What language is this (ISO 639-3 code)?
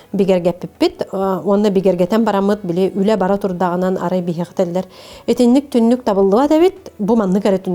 sah